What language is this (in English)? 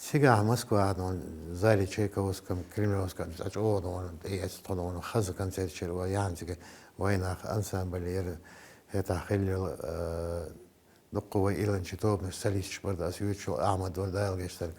Chechen